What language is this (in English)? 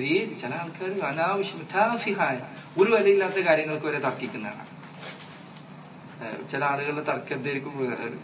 Malayalam